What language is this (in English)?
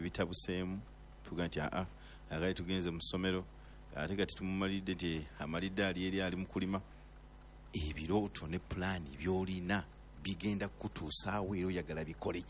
Ganda